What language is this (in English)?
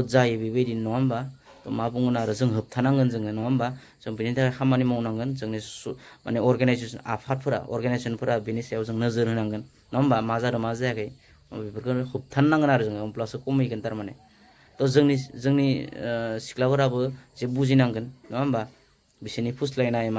Bodo